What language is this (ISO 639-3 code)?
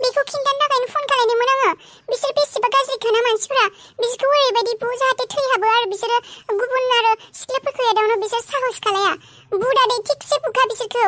brx